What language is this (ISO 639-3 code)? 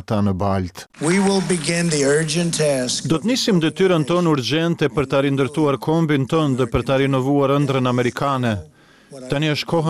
sqi